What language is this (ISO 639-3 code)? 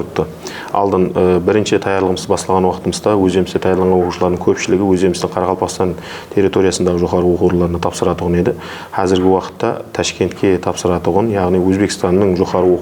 kaa